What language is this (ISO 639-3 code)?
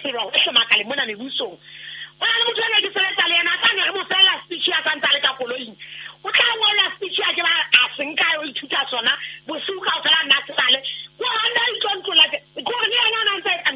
sot